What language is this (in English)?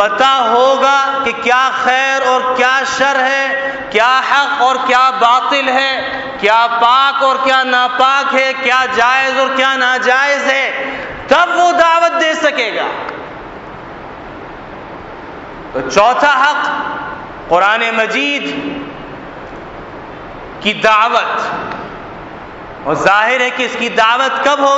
Urdu